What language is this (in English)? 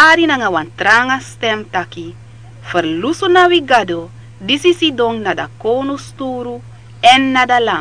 Sranan Tongo